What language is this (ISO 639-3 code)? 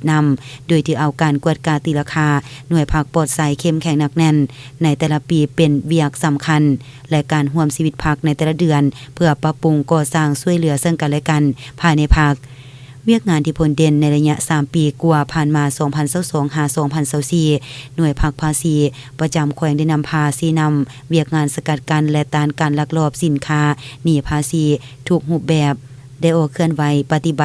lao